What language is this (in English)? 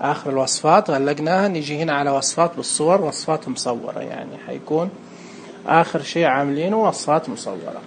Najdi Arabic